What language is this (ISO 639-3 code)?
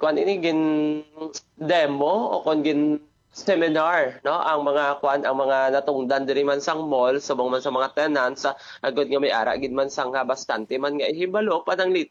hil